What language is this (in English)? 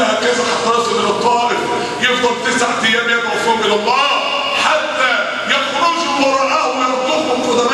Egyptian Arabic